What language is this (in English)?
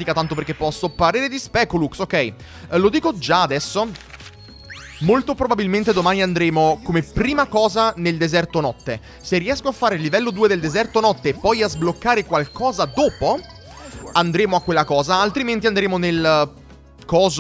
Italian